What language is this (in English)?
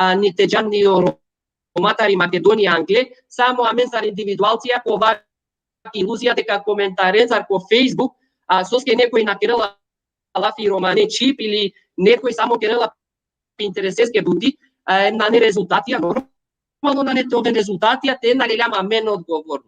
Balkan Romani